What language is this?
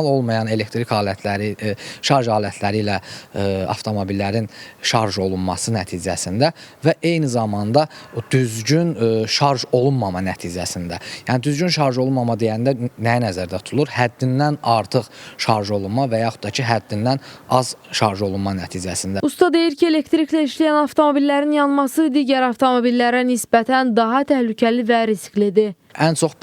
Azerbaijani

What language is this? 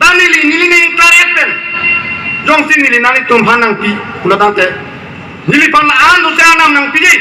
Karbi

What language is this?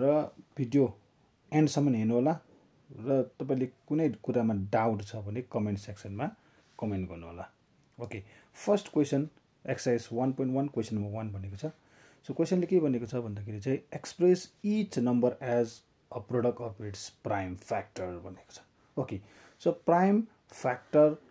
Nepali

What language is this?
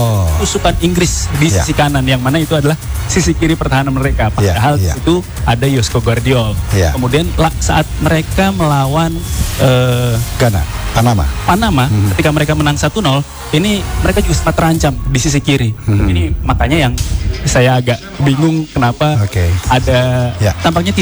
Indonesian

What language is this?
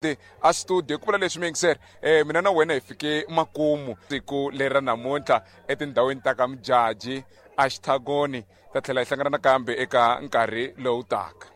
Tsonga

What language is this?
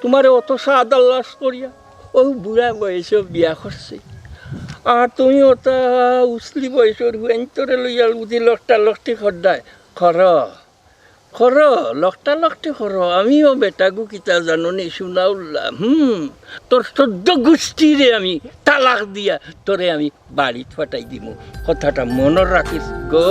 Sylheti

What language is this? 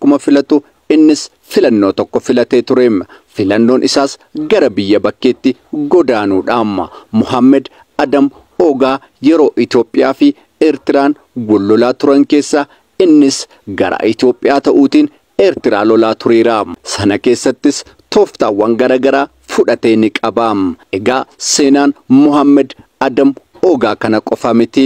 Oromo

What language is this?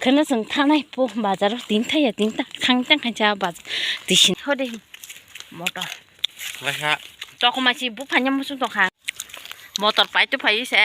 Kok Borok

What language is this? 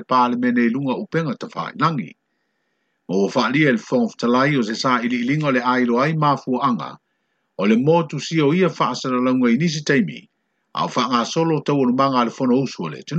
Samoan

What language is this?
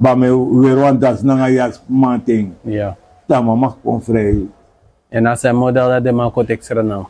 Sranan Tongo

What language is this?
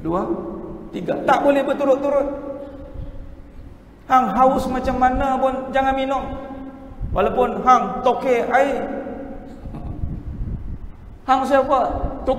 Malay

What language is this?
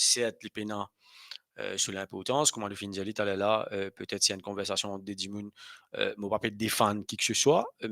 Morisyen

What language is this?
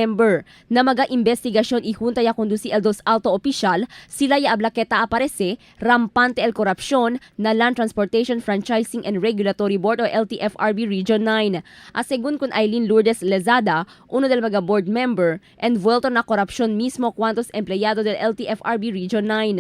Chavacano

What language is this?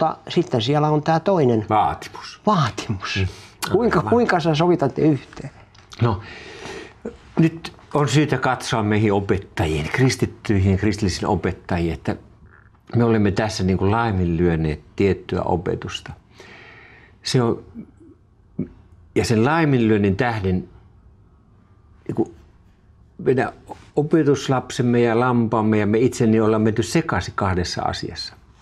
Finnish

